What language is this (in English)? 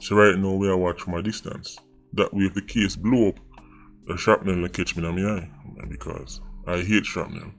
Jamaican Creole English